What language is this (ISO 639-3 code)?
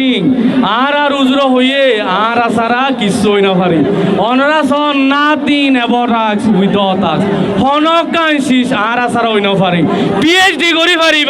rhg